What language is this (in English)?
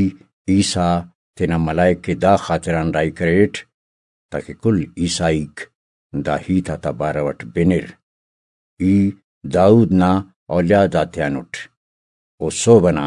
Brahui